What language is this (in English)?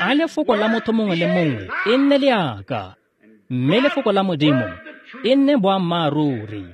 Tswana